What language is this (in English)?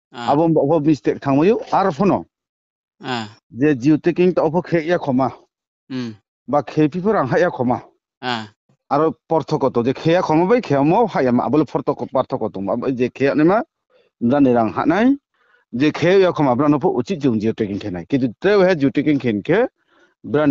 Riang (India)